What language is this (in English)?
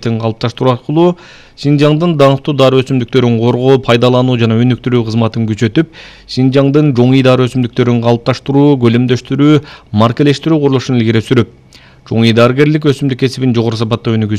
Kyrgyz